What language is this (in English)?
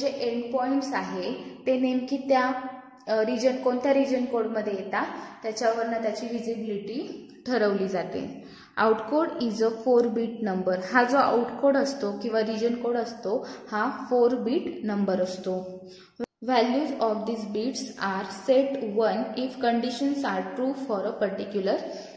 Marathi